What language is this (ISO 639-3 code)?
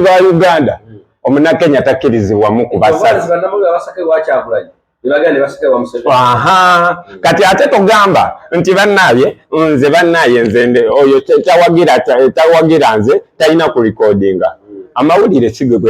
lug